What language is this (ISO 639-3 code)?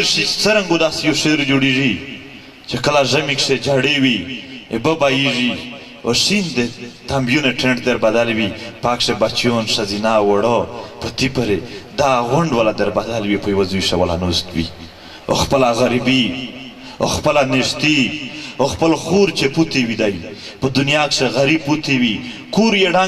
pus